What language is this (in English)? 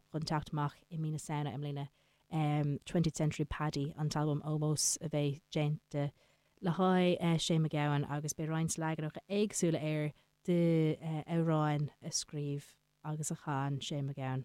Irish